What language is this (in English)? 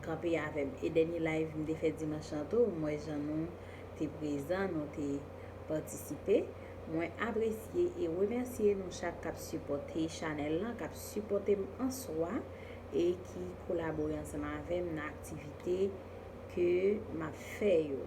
Haitian Creole